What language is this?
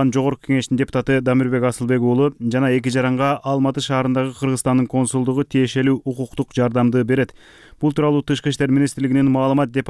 Kyrgyz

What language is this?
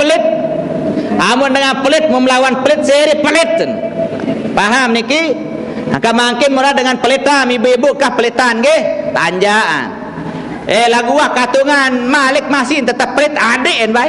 Sasak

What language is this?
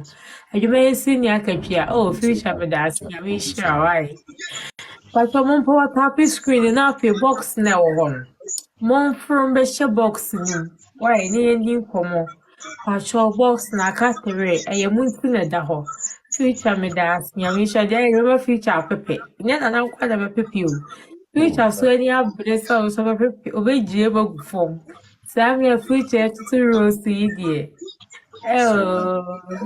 Akan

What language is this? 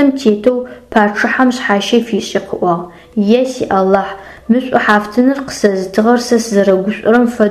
Adyghe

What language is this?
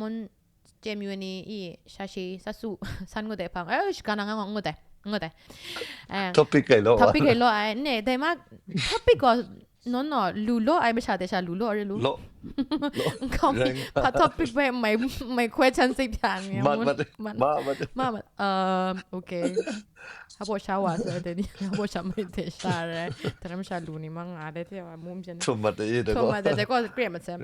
Kachin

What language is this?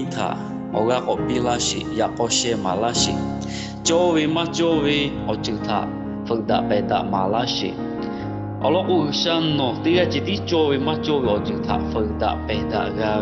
Lahu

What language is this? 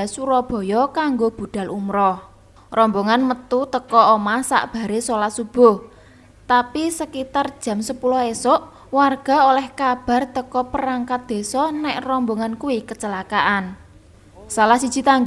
Javanese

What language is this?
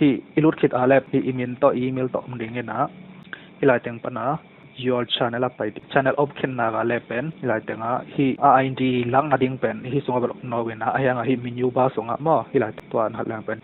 Tedim Chin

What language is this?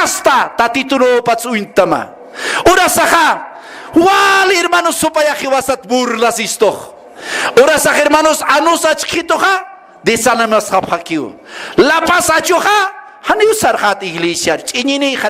Aymara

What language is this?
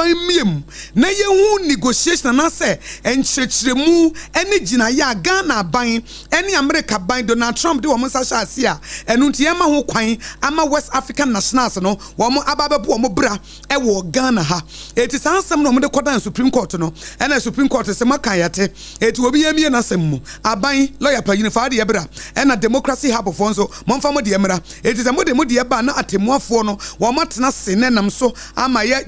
Akan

